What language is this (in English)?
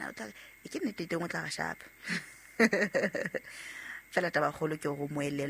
Southern Sotho